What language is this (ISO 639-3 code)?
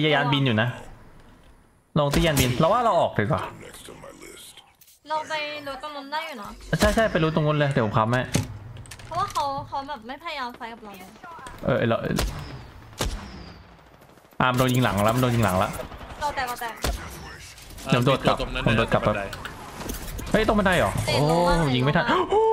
tha